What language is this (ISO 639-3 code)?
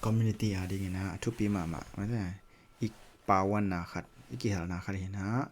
ctd